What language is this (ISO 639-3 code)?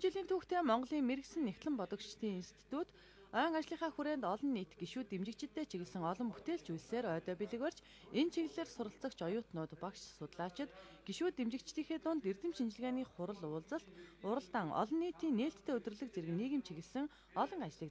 mon